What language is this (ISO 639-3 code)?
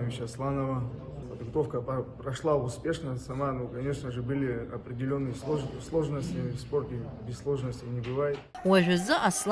abk